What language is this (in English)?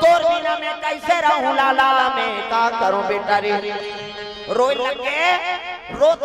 Chhattisgarhi